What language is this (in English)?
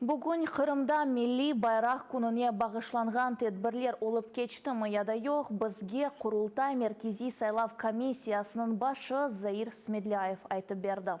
Crimean Tatar